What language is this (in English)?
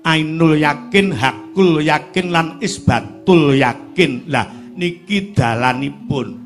Javanese